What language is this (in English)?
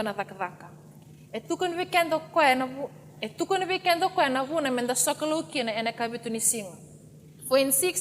Fijian